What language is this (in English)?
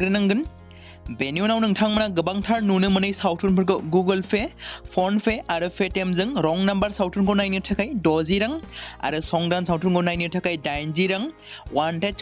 Bodo